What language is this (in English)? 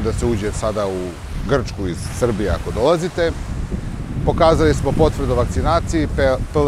Serbian